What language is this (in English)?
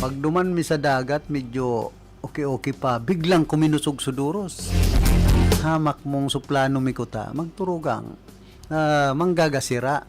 Bikol